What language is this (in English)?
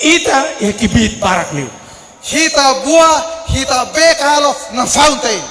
Tetum